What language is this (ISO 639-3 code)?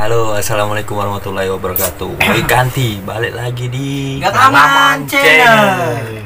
mui